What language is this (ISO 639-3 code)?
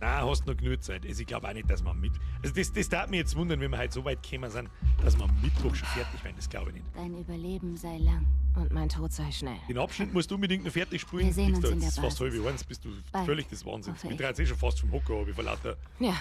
bar